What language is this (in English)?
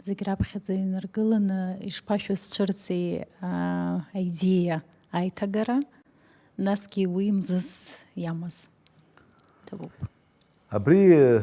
Abkhazian